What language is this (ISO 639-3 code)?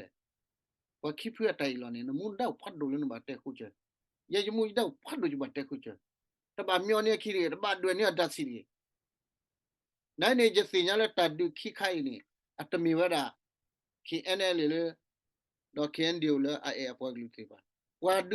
ksw